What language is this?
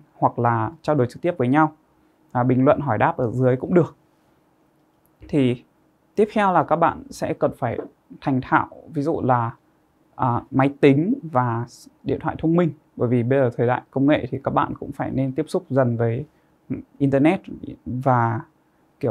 Vietnamese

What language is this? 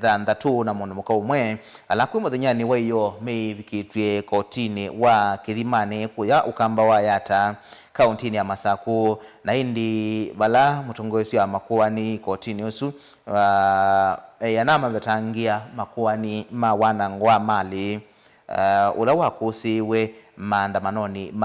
Kamba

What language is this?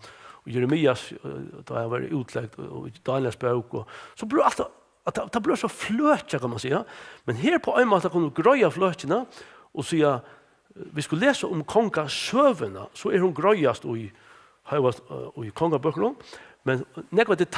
Faroese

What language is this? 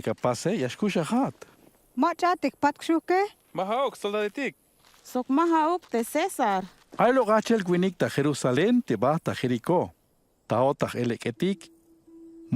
Tzeltal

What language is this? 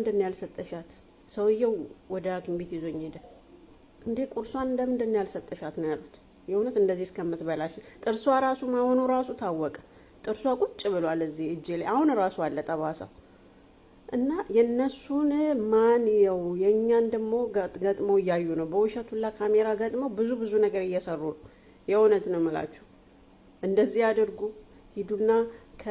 Amharic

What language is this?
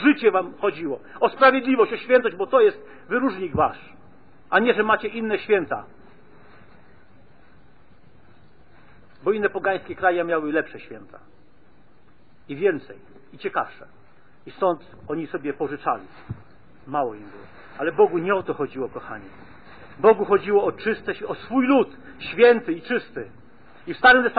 Polish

